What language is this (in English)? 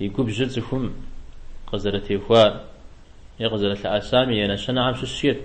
Kabardian